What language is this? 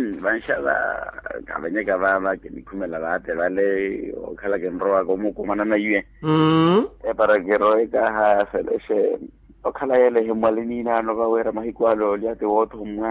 Makhuwa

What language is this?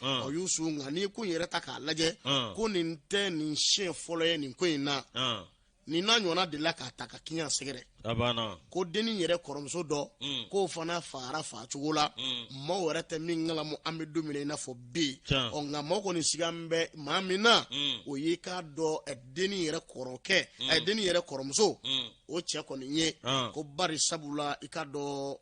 Bambara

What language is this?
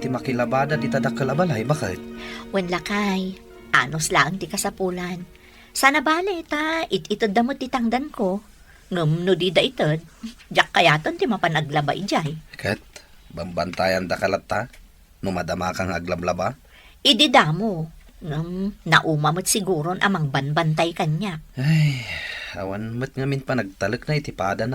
Iloko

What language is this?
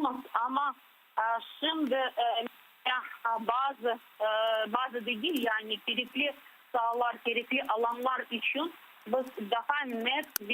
Crimean Tatar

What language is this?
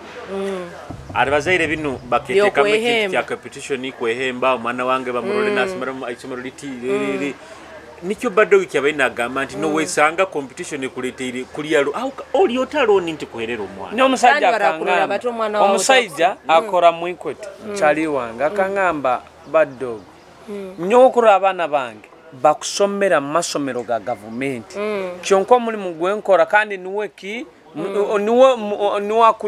Nyoro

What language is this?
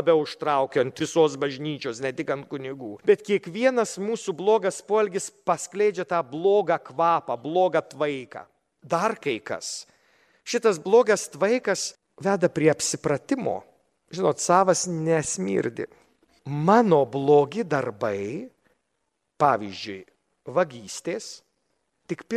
Lithuanian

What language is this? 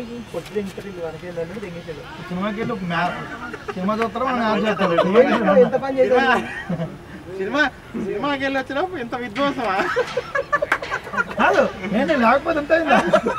Telugu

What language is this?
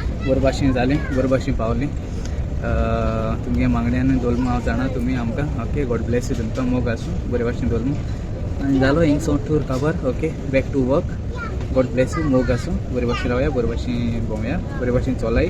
Konkani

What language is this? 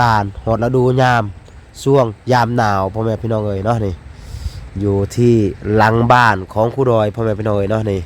Lao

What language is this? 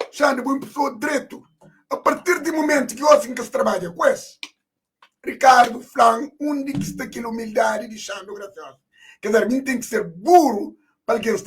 Kabuverdianu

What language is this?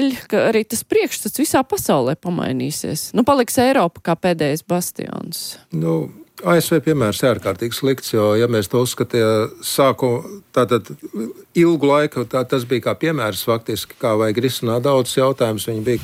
Latvian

